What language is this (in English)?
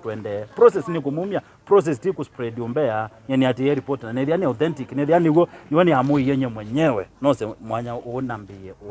Kamba